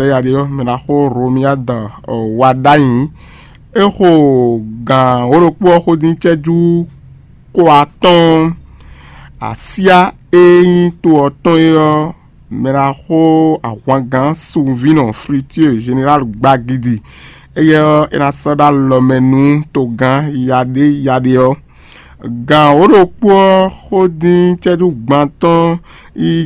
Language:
Fon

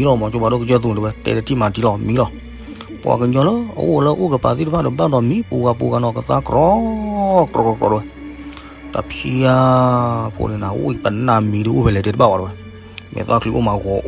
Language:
S'gaw Karen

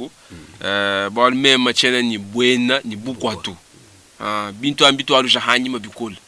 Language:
Luba-Lulua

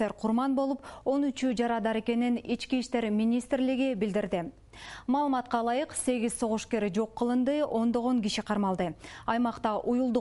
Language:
Kyrgyz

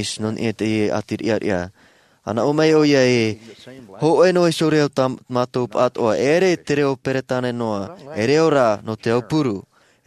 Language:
Tahitian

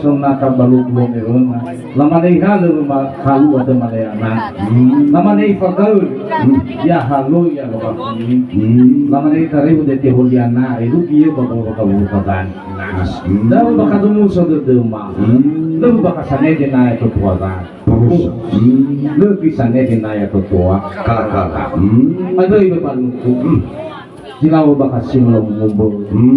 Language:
Nias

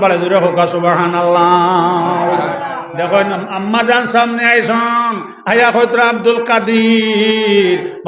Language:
Sylheti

